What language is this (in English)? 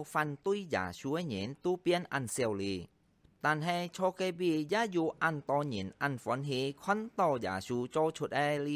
Hakka Chinese